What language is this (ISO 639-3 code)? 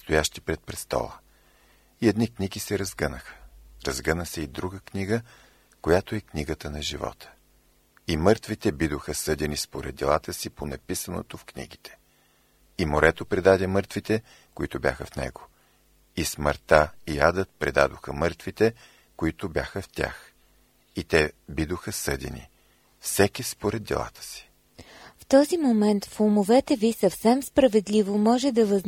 bul